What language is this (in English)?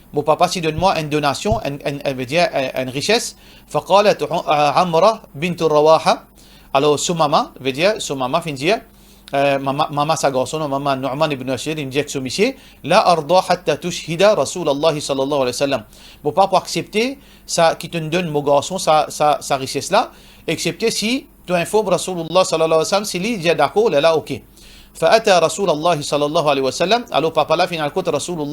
Morisyen